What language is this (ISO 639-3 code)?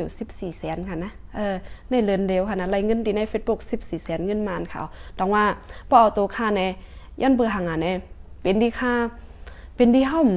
shn